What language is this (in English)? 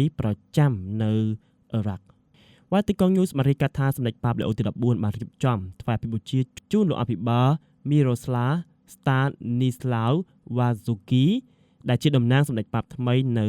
Khmer